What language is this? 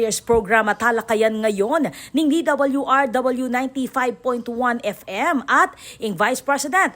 Pampanga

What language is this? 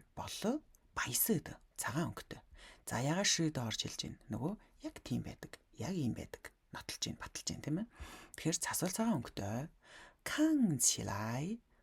Mongolian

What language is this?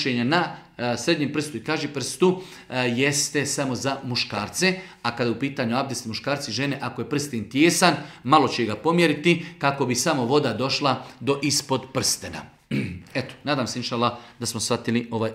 Bosnian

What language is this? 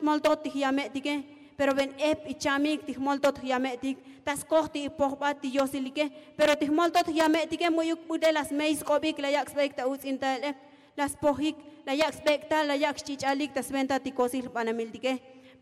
Tzotzil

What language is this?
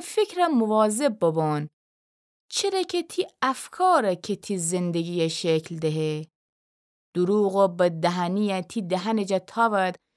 Gilaki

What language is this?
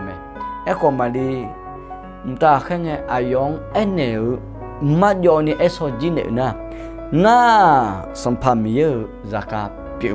Akha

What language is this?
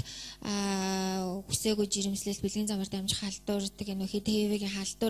Mongolian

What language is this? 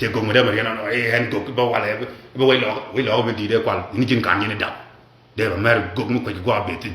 Nuer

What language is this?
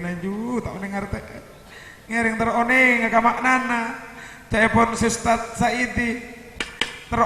Madurese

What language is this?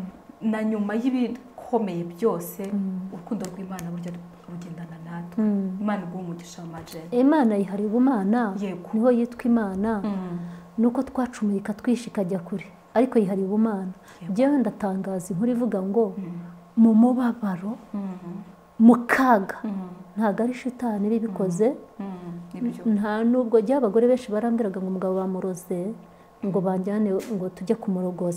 Kinyarwanda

